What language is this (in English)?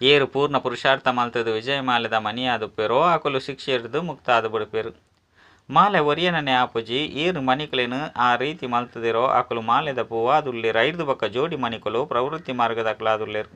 Tulu